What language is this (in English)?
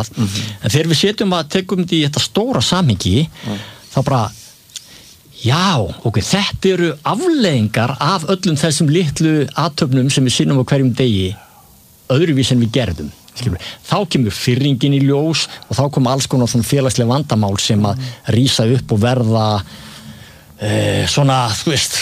Icelandic